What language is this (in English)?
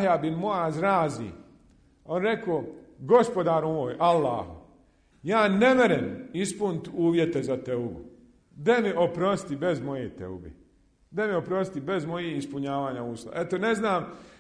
Bosnian